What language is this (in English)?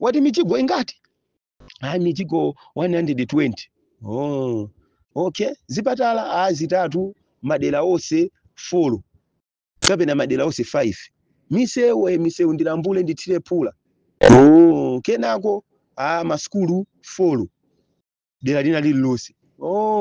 Nyanja